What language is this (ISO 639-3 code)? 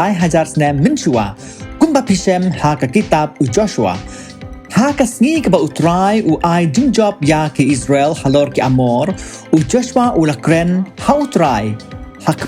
kha